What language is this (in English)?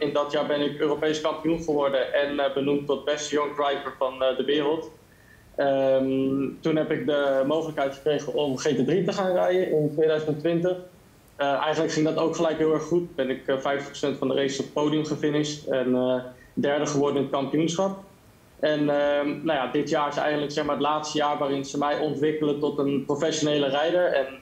Dutch